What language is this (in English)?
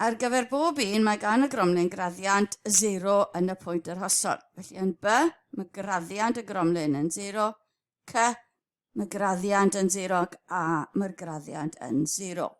Welsh